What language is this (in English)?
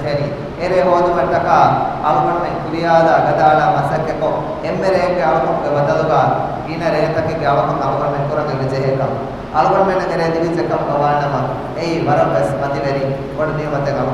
Divehi